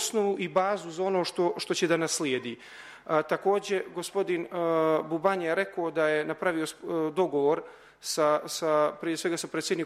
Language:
Serbian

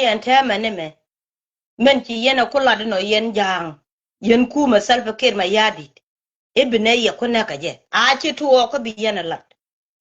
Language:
Nuer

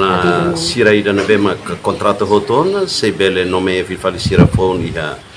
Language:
Tetum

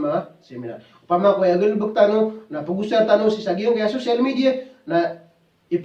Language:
Maranao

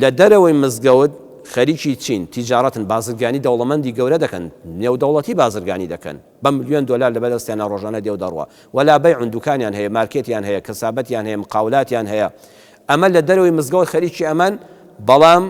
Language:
Central Kurdish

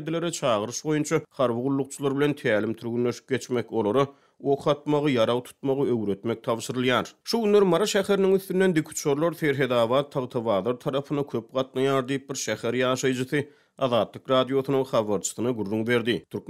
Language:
Turkmen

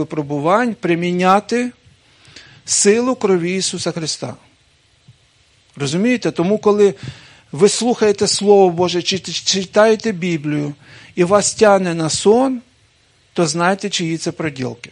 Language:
Ukrainian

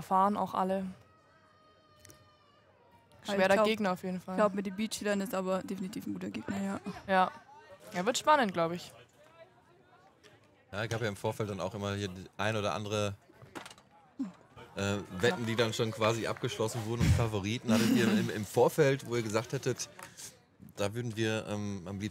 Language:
German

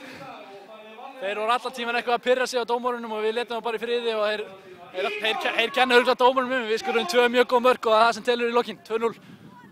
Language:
Icelandic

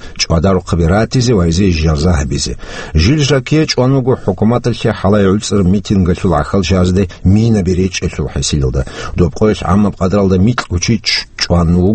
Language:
Avaric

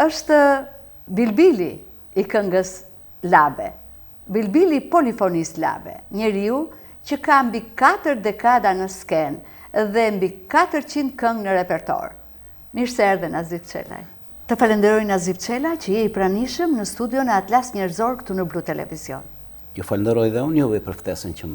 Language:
Albanian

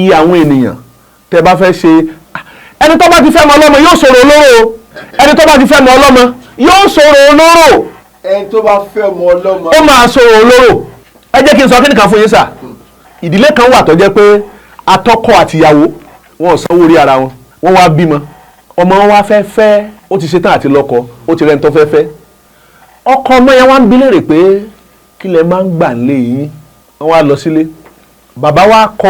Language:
Yoruba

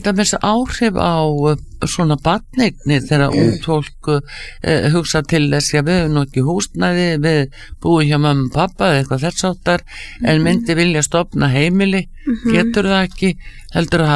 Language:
Icelandic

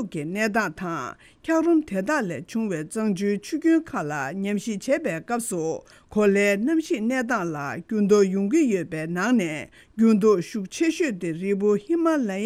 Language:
Tibetan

